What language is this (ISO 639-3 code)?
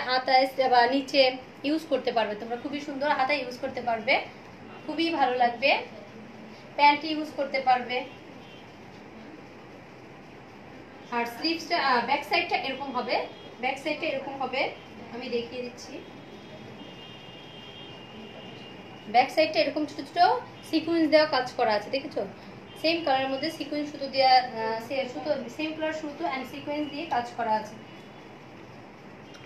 ben